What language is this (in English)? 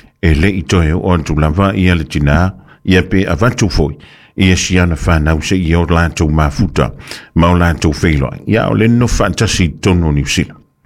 Samoan